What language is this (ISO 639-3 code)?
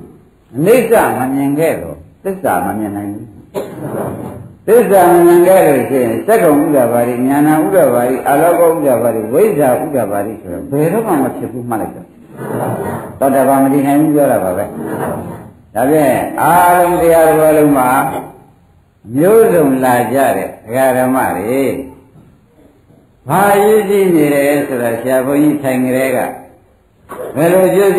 mya